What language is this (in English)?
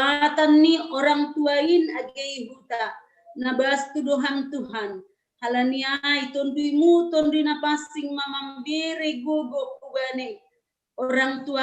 Batak Simalungun